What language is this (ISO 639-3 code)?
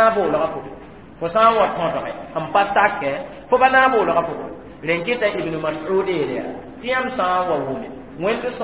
mos